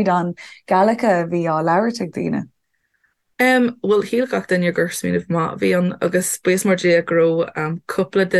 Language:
Irish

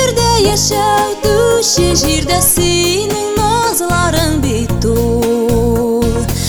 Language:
Kazakh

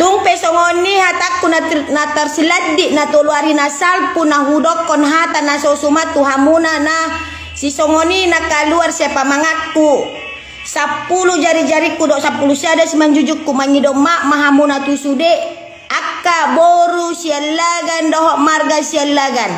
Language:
Batak Toba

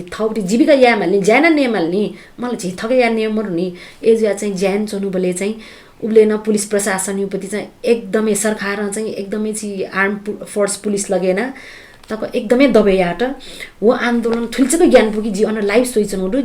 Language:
Newari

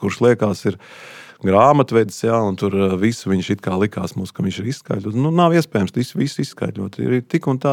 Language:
Latvian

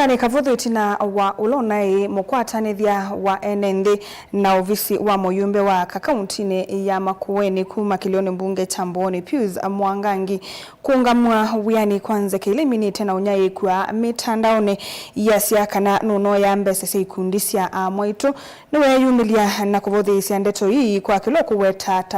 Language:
Kamba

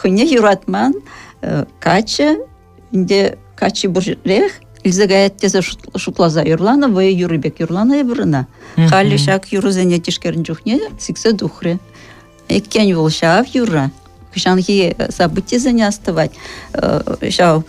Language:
Chuvash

